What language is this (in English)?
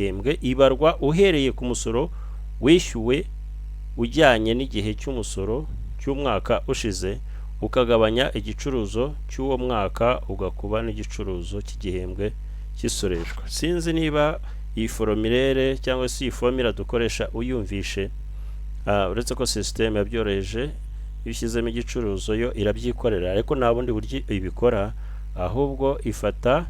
Kinyarwanda